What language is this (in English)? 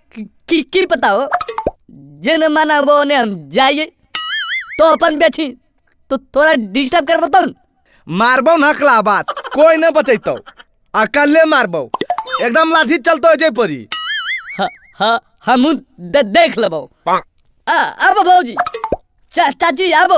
Magahi